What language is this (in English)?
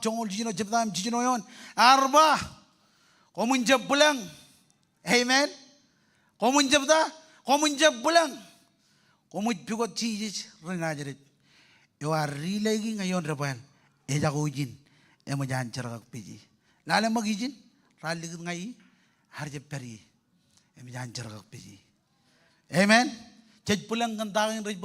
Marshallese